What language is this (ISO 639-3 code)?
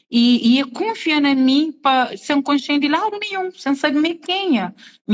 kea